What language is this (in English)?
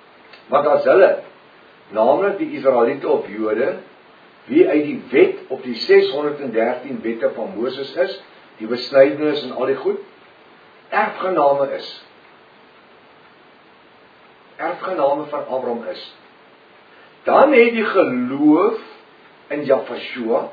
Afrikaans